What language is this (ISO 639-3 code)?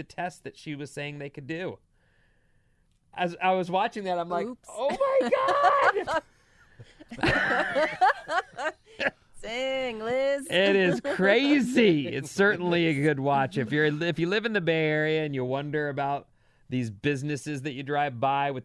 eng